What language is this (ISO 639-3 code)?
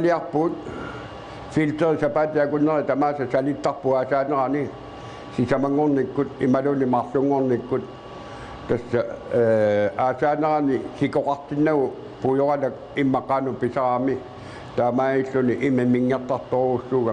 kal